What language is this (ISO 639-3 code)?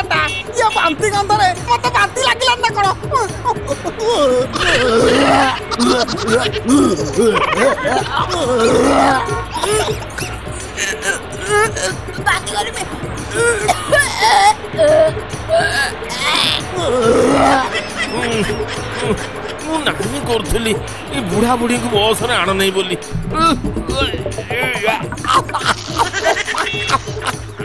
ori